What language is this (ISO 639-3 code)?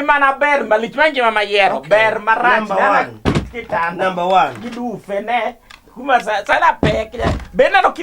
luo